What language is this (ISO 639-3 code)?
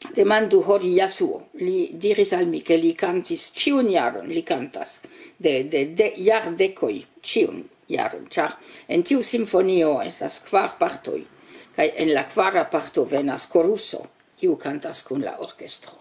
epo